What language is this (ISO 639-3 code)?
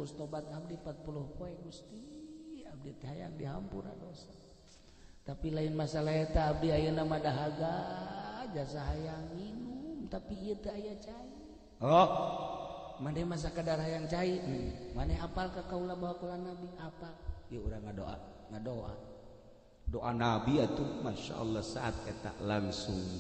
sun